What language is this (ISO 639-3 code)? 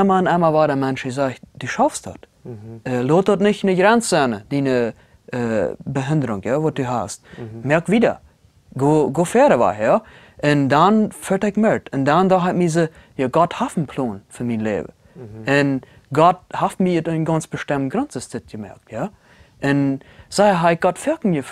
pdt